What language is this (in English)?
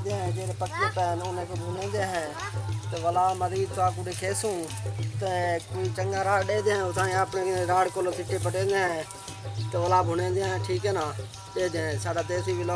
Saraiki